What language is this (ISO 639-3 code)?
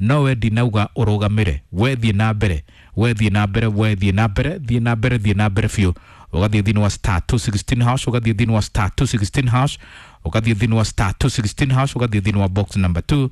kik